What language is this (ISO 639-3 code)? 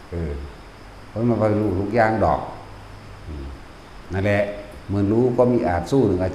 tts